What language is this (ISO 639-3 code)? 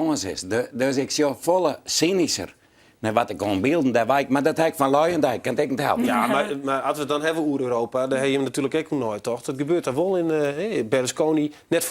fry